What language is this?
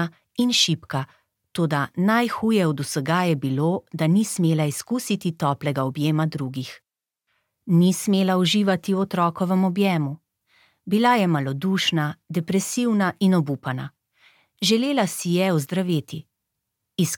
Slovenian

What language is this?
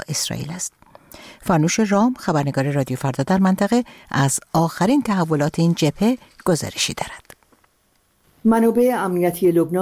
Persian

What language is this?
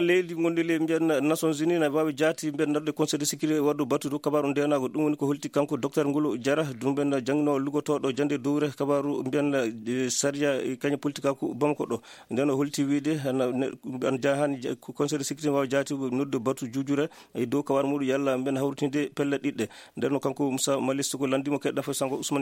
Fula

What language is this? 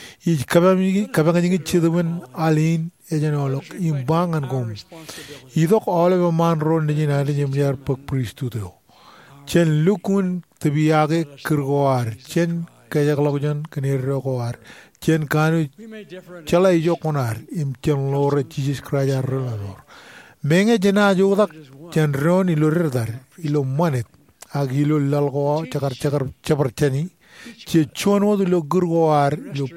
Marshallese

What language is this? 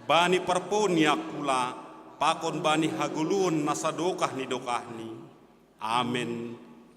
Batak Simalungun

